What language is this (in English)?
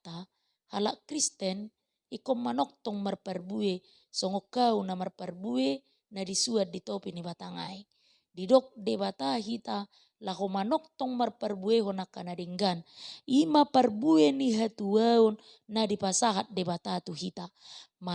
Batak Toba